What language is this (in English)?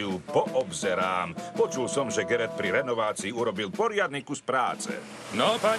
Slovak